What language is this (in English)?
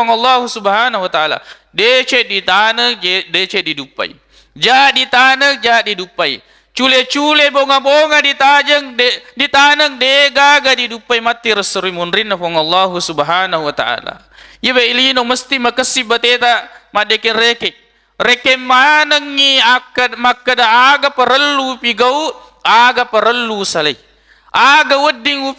Buginese